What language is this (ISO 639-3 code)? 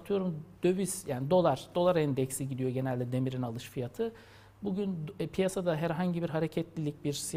tur